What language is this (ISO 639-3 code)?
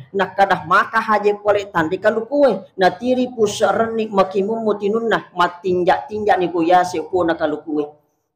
bug